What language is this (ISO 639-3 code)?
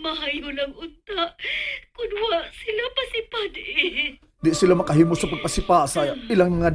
ceb